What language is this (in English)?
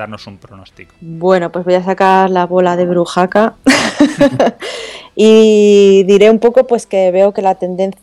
Spanish